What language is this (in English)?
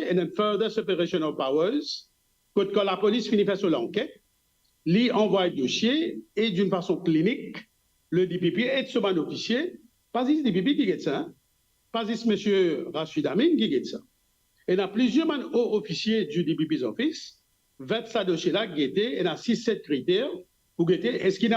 Morisyen